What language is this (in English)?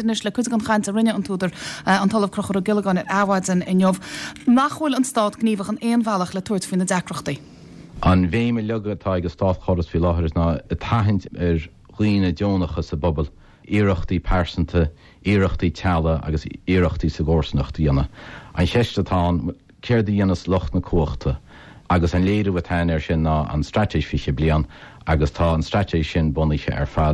Irish